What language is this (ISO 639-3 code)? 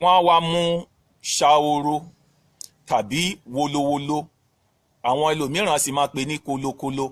yor